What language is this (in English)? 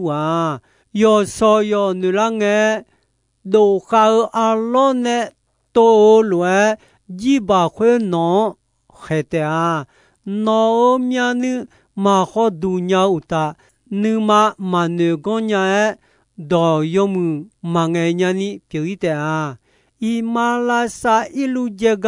Akha